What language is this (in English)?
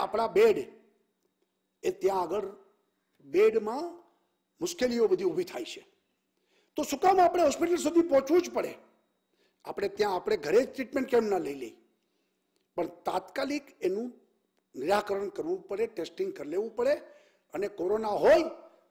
Gujarati